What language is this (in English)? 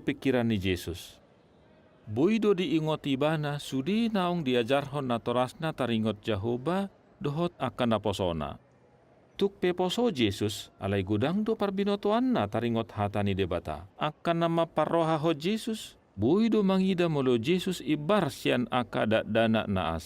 Batak Toba